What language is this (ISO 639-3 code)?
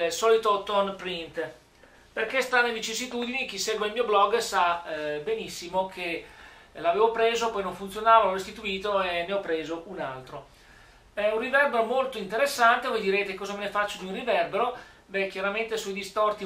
ita